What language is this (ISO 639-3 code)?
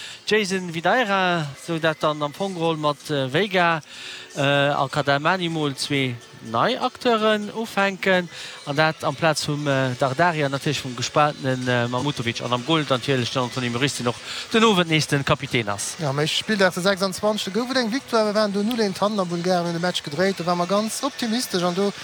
ltz